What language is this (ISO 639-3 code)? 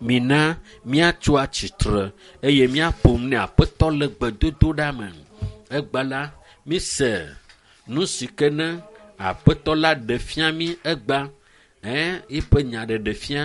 ewe